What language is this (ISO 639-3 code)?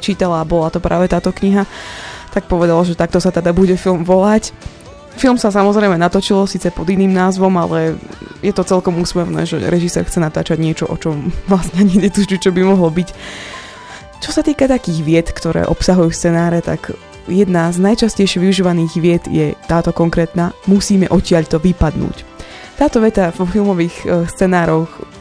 slk